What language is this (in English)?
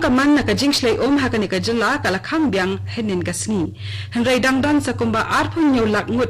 Khasi